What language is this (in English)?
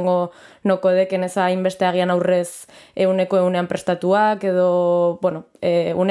Basque